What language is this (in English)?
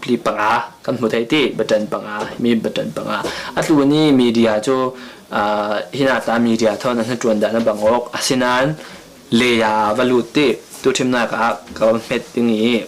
Falam Chin